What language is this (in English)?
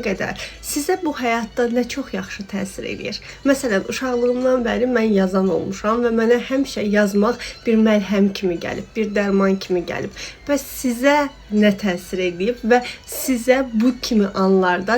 Azerbaijani